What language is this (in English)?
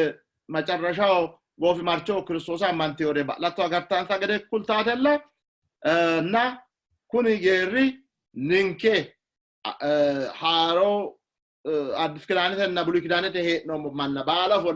Sidamo